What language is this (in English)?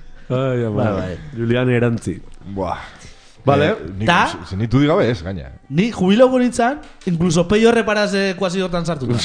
Basque